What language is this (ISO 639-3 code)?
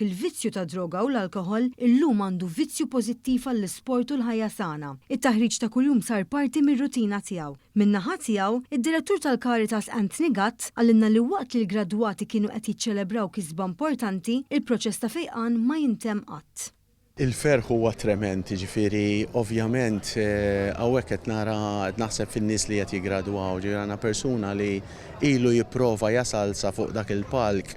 mlt